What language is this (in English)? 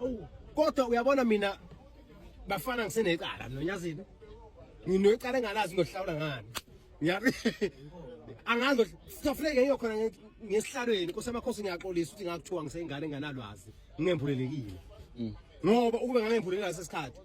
Zulu